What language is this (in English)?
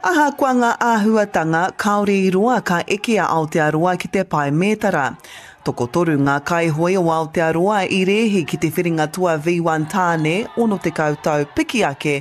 Māori